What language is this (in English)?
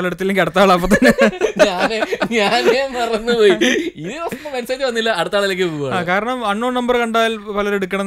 Malayalam